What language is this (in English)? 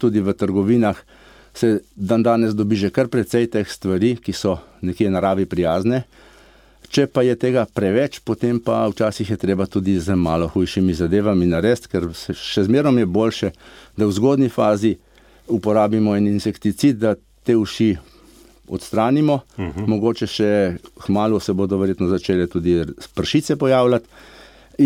Slovenian